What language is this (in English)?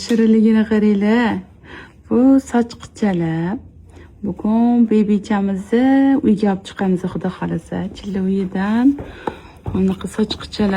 Uzbek